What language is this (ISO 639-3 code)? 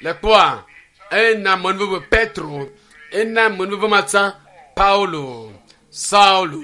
ewe